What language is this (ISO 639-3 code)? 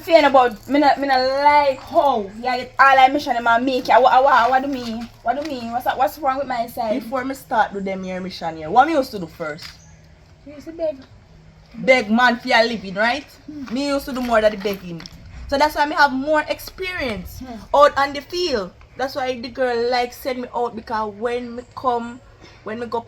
jam